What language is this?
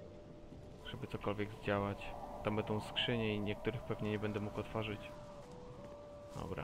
Polish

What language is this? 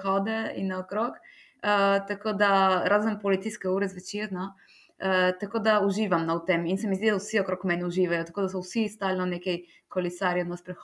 Slovenian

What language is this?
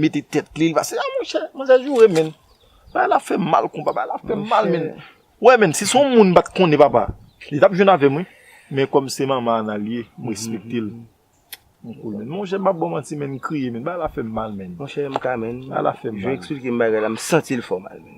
Haitian Creole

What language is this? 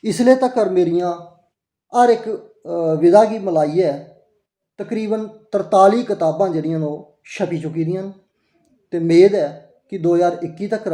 Dogri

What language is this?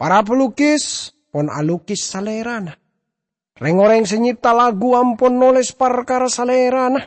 Madurese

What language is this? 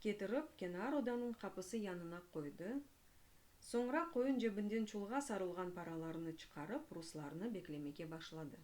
Crimean Tatar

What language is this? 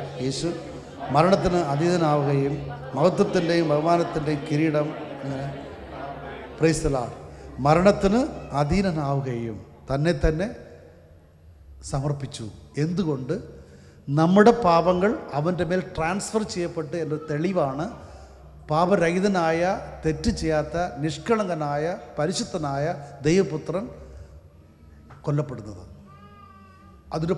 Malayalam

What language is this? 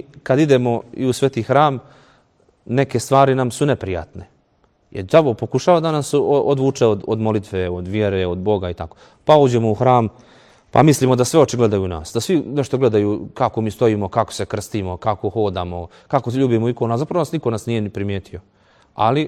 Serbian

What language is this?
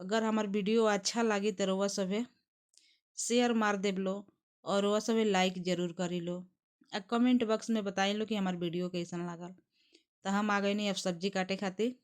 Bhojpuri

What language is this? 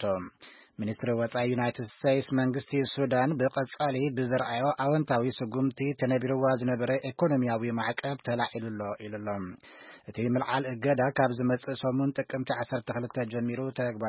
Tigrinya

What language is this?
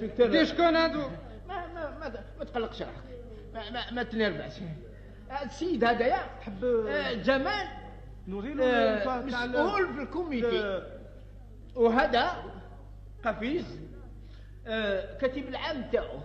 Algerian Arabic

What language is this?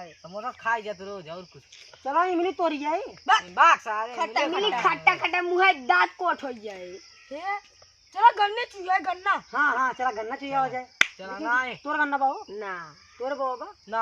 Awadhi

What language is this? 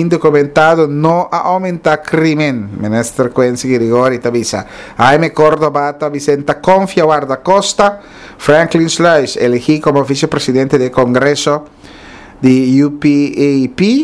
Papiamento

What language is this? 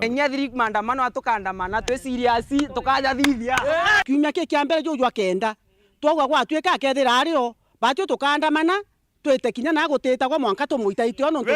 Meru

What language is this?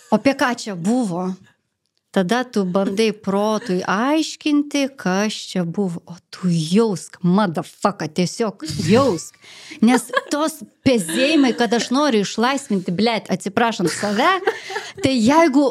Lithuanian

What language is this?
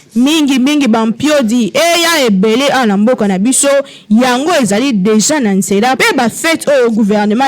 Lingala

